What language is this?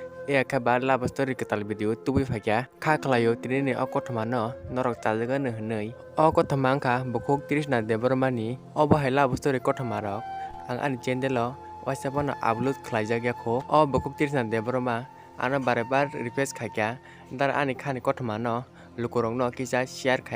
Kok Borok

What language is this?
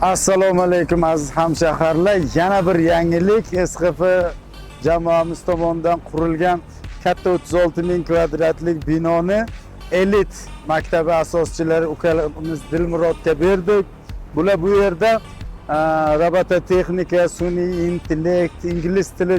Uzbek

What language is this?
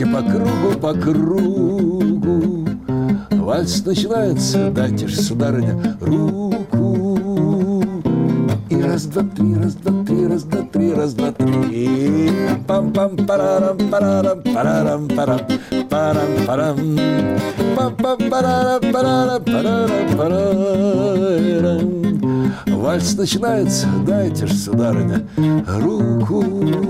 Russian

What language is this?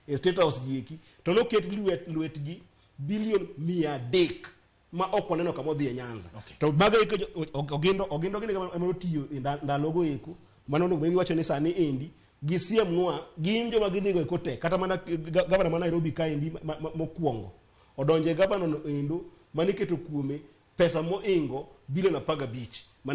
Luo (Kenya and Tanzania)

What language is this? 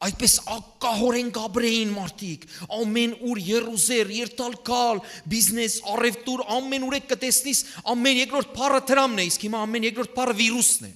Western Armenian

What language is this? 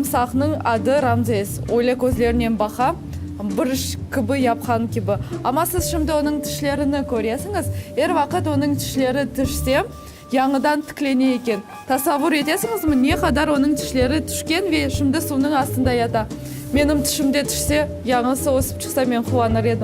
Crimean Tatar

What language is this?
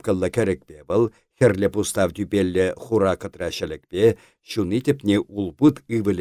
Chuvash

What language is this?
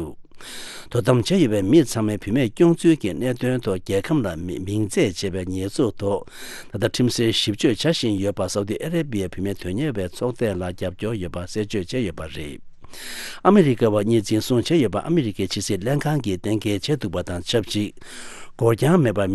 Tibetan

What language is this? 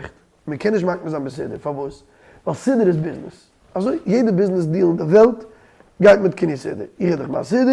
Yiddish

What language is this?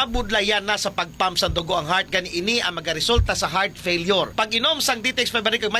Hiligaynon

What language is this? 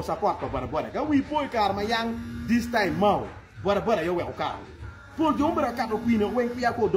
Acoli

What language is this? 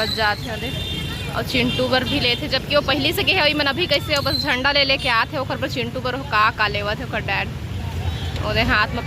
Chhattisgarhi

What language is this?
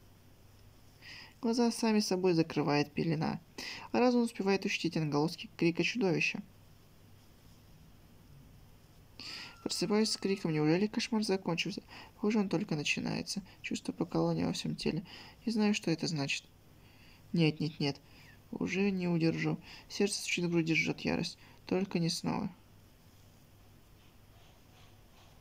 Russian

